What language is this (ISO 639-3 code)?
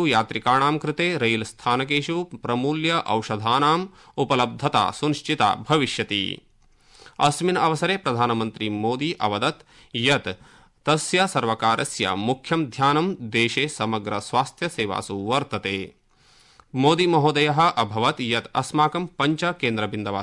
san